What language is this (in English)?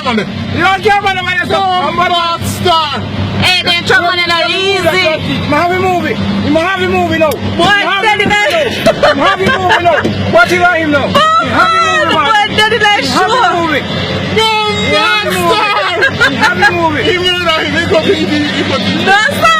Jamaican Creole English